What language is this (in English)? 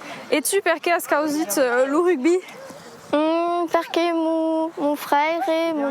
Occitan